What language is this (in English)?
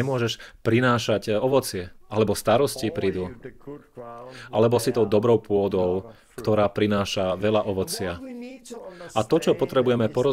Slovak